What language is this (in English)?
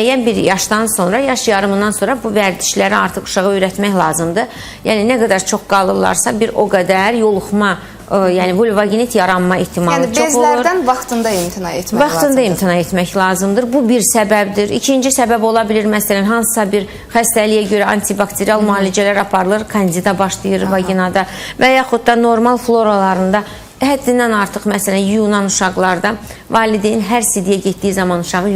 Azerbaijani